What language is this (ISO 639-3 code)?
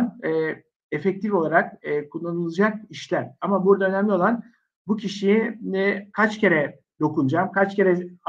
tur